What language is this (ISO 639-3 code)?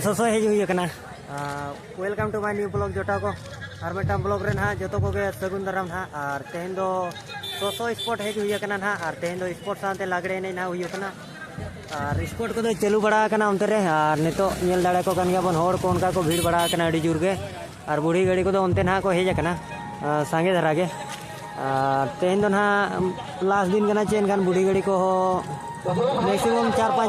sat